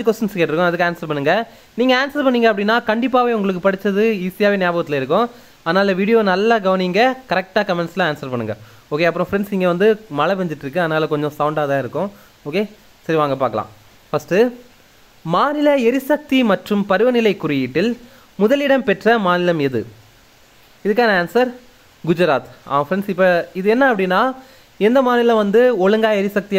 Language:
Tamil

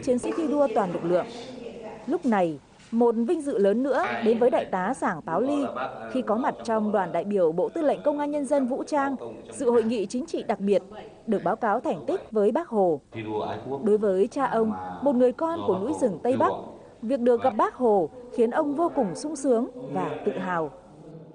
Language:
Vietnamese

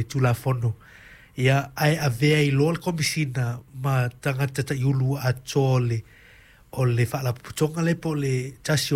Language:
Samoan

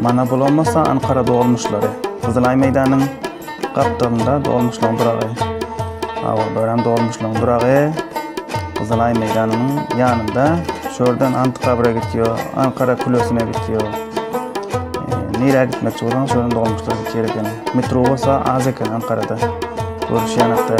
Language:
Turkmen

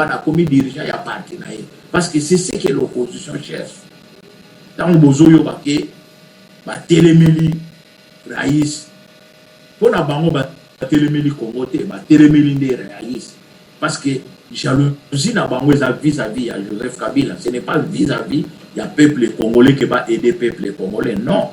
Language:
Lingala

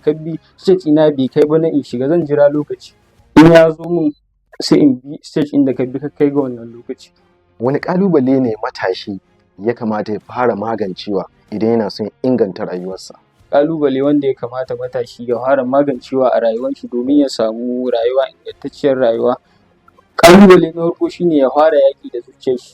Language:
Hausa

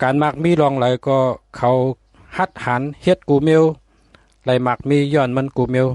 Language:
Shan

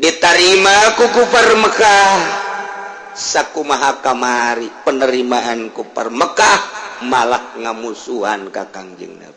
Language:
Sundanese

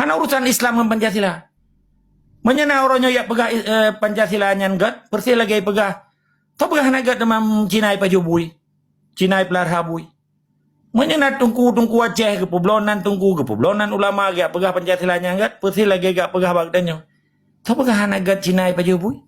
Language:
Achinese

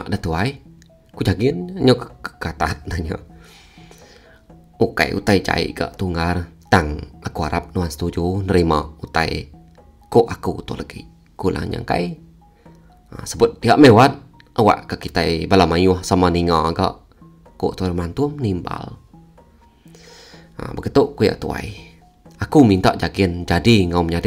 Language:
Iban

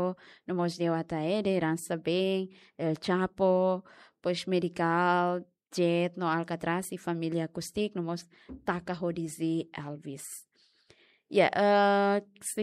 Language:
Tetum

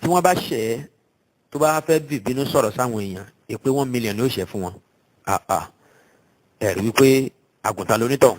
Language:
Yoruba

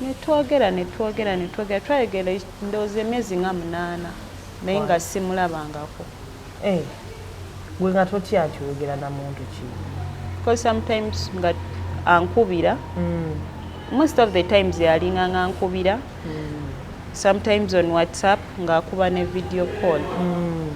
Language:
Ganda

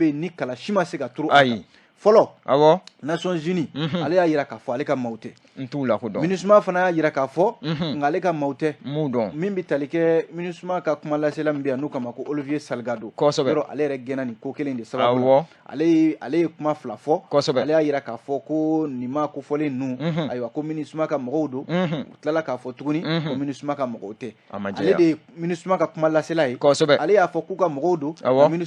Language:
Bambara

